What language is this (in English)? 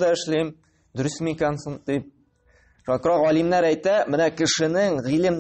Tatar